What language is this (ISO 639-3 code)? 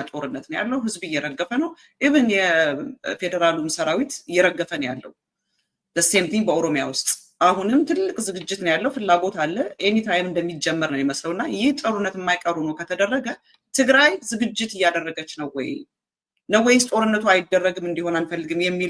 amh